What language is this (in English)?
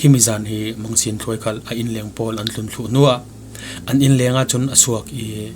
Falam Chin